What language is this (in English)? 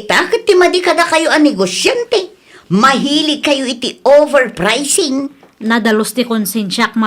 Iloko